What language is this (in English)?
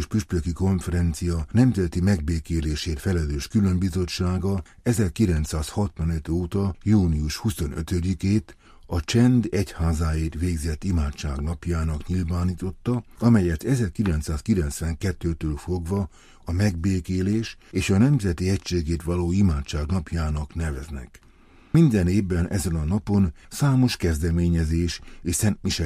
Hungarian